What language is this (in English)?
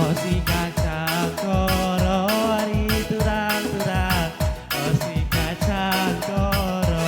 Batak Karo